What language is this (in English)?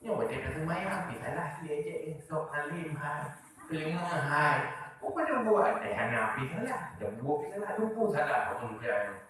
Achinese